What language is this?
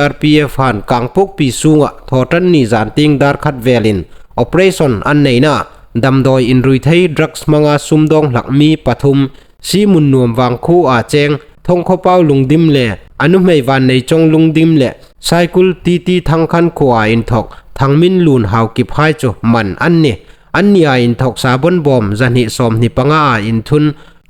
Hmar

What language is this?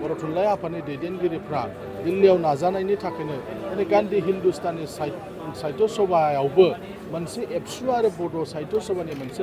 Bodo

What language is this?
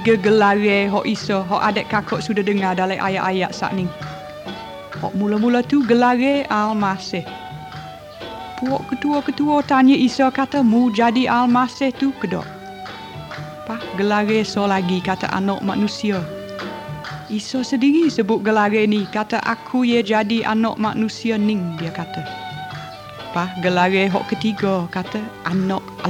Malay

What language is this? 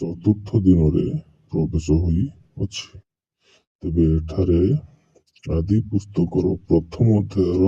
Odia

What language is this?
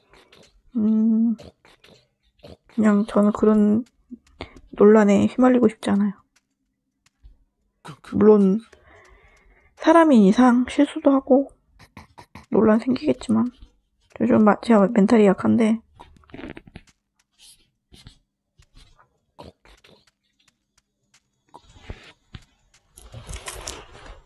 Korean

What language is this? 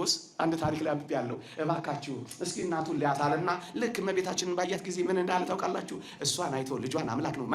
Amharic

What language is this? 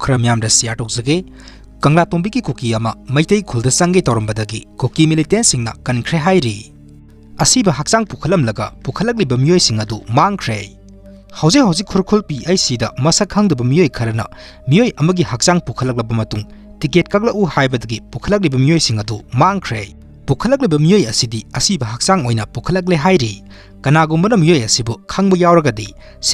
Manipuri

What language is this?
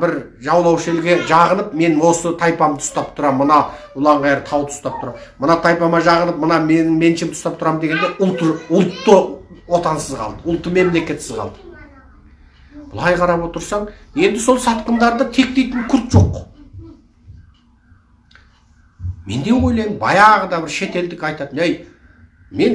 Kazakh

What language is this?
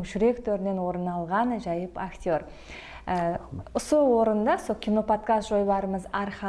Kara-Kalpak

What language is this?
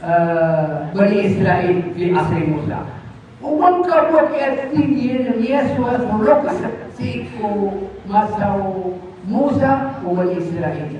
Maranao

